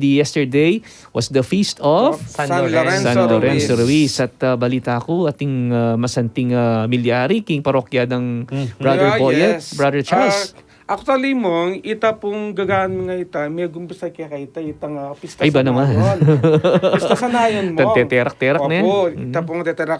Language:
Pampanga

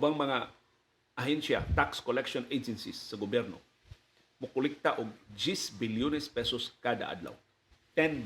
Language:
Cebuano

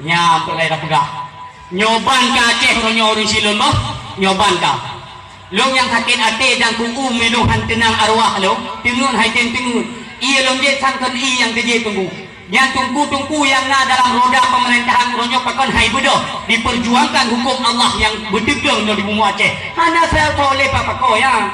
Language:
Achinese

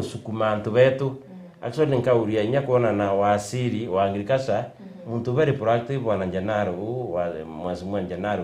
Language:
Meru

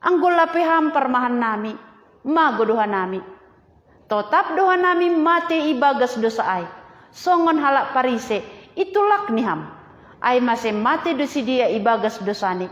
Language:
Batak Simalungun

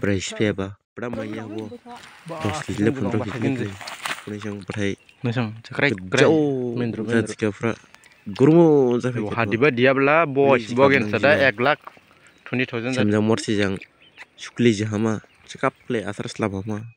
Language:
Dimasa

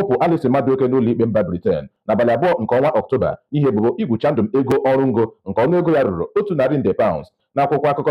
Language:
Igbo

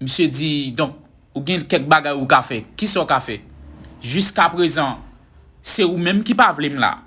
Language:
Haitian Creole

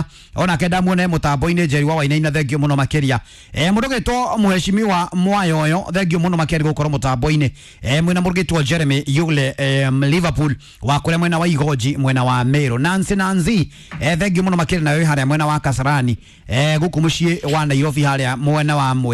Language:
Kikuyu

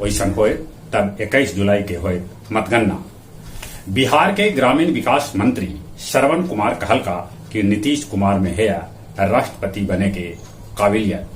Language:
Magahi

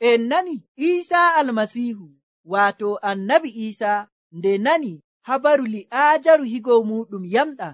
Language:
Nigerian Fulfulde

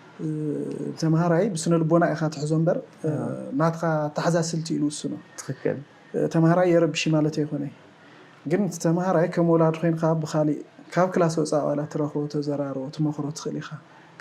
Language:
Tigrinya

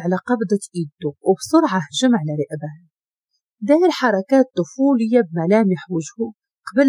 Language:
Moroccan Arabic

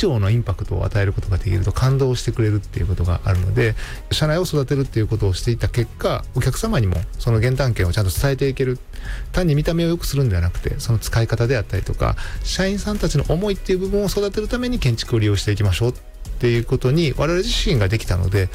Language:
Japanese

